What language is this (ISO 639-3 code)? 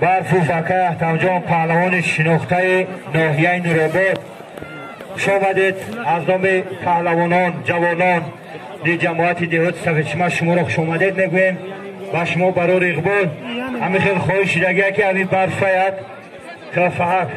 tgk